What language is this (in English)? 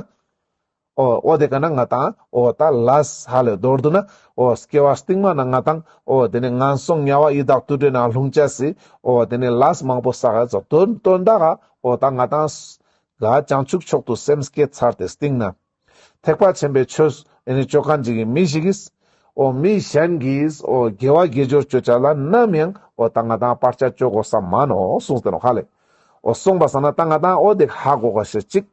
Ladakhi